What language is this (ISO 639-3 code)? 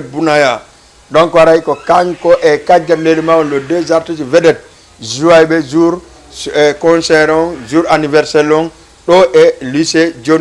ful